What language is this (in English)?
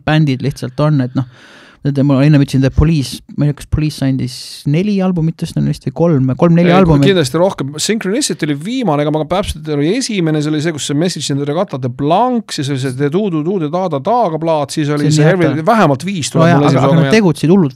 Estonian